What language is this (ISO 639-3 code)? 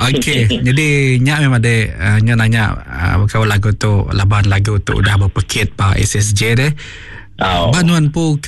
iba